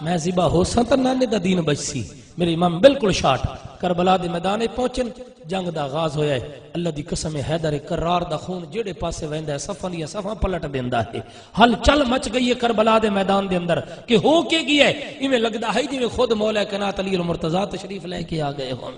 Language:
Saraiki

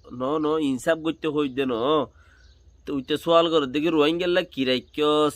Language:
Rohingya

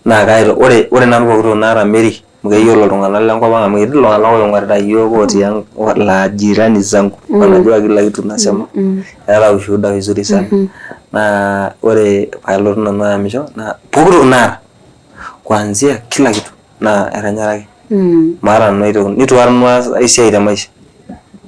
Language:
Masai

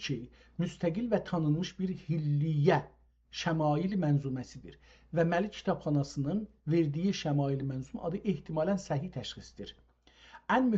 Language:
South Azerbaijani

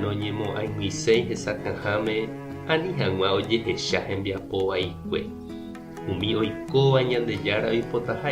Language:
Guarani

